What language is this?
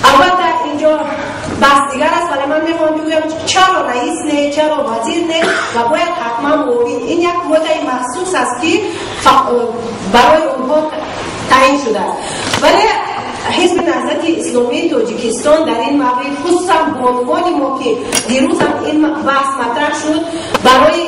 Tajik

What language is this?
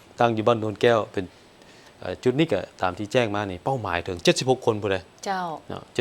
Lao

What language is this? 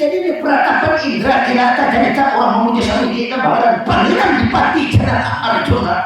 Banjar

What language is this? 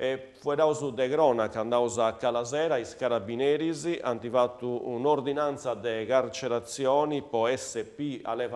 Sardinian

